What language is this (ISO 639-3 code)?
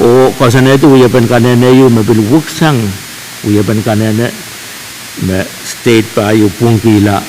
pon